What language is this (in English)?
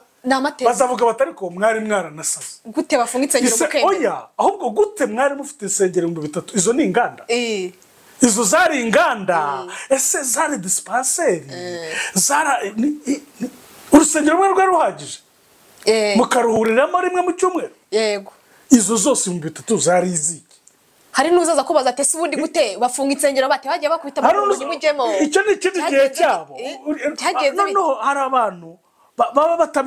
Kinyarwanda